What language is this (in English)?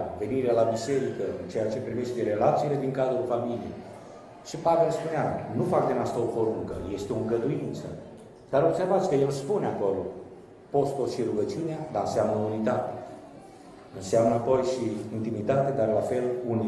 Romanian